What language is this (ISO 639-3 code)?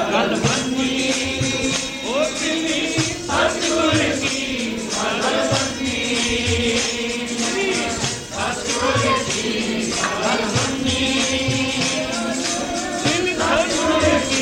pan